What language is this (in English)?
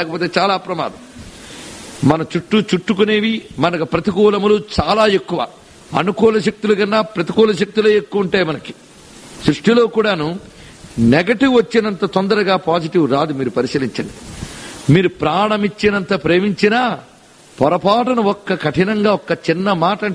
Telugu